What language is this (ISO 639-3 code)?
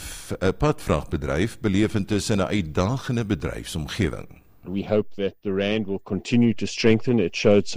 afr